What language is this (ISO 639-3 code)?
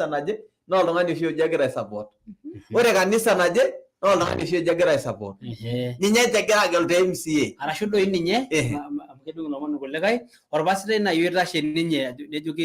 mas